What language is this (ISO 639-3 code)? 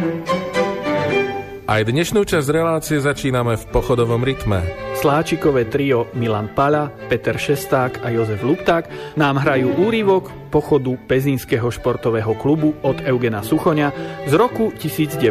slk